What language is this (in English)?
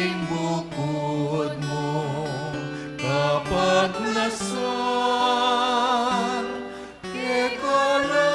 Pampanga